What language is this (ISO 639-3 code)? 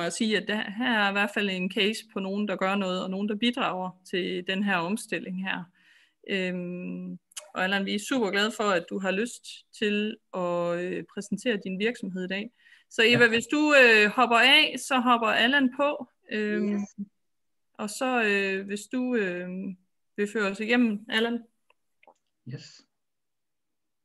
dan